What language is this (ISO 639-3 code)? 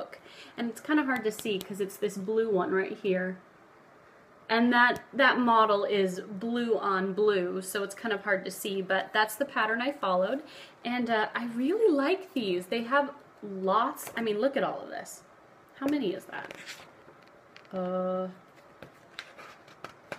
eng